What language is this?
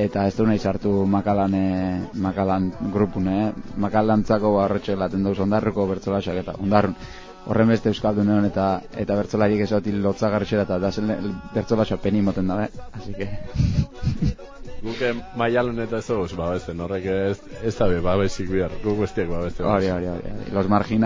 Basque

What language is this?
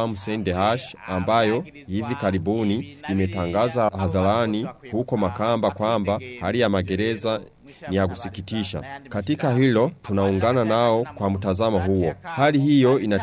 Swahili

